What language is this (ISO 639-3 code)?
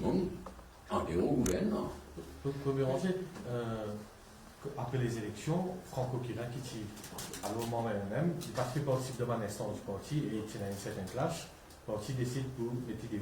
mfe